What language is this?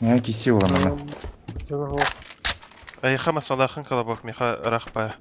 Yakut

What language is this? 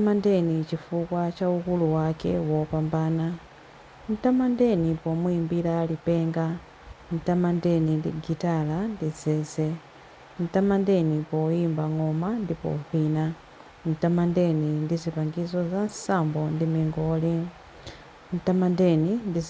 Nyanja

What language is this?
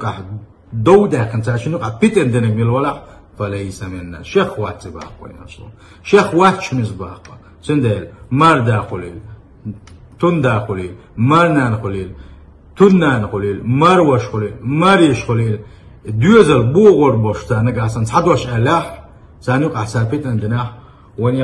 Chechen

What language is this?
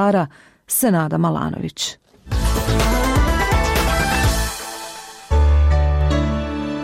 Bosnian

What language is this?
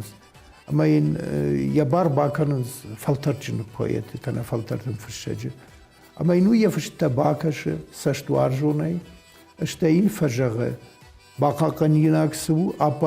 Ossetic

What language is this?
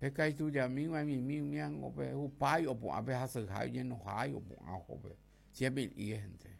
Guarani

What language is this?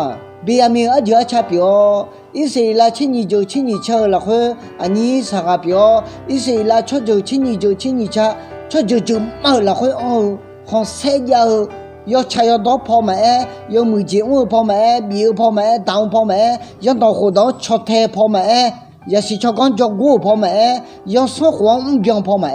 Akha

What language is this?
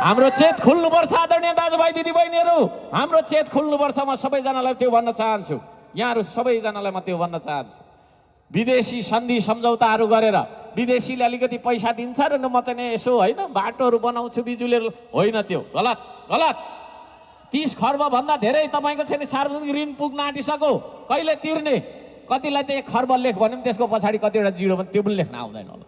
Nepali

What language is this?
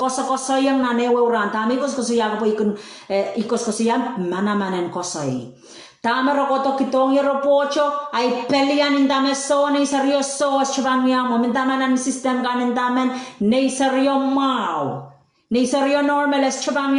Pohnpeian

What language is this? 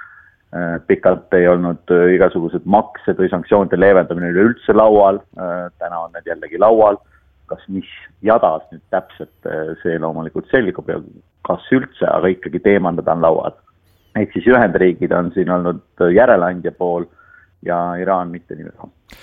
Estonian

